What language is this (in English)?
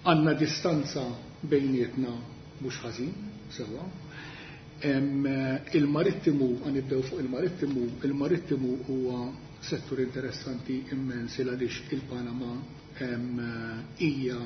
Maltese